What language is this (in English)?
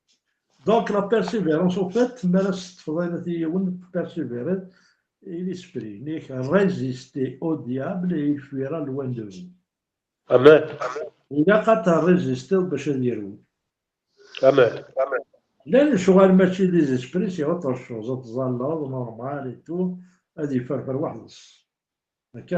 Kabyle